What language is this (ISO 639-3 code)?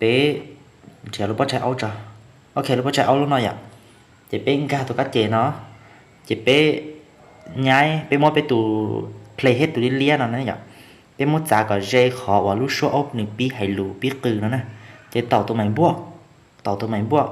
hmn